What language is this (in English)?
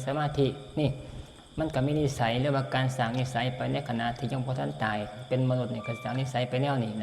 Northeastern Thai